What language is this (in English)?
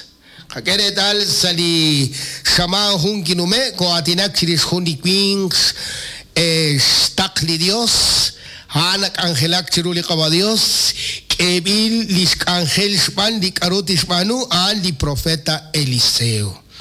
Kekchí